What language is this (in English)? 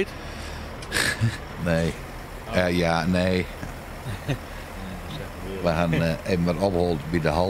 Dutch